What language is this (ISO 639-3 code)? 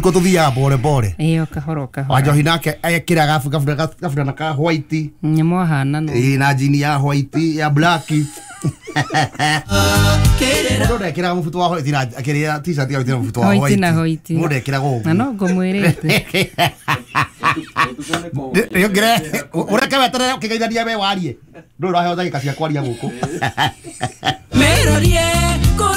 kik